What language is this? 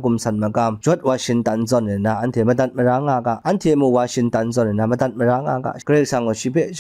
Kachin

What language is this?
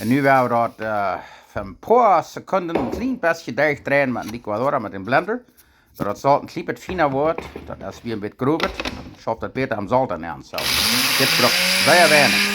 Plautdietsch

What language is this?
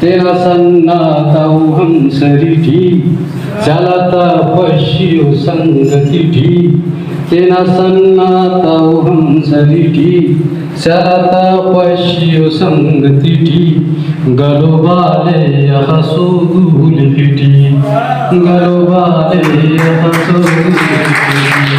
Brahui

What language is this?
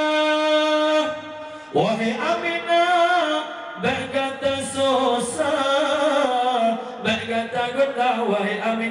Achinese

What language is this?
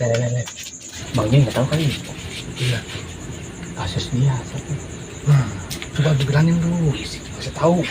Betawi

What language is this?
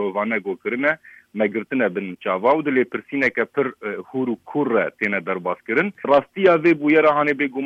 Kurdish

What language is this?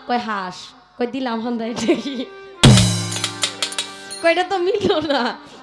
Bangla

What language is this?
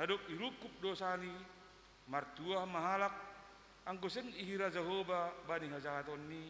Batak Simalungun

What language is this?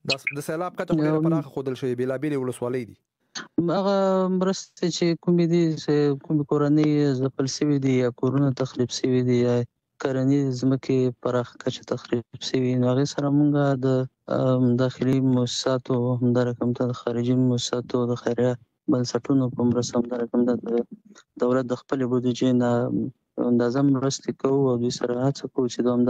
Pashto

